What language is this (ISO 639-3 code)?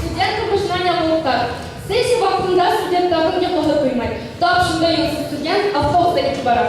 bak